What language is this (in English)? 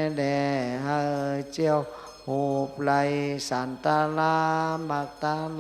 Shan